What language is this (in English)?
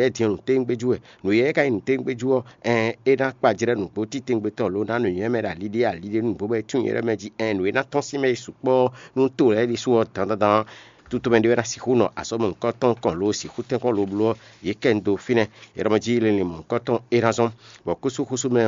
Fon